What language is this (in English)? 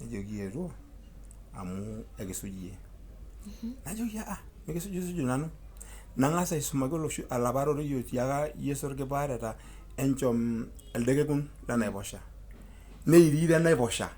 Masai